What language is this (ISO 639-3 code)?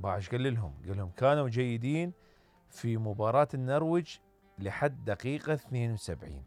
acm